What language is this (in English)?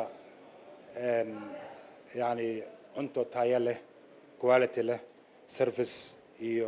Somali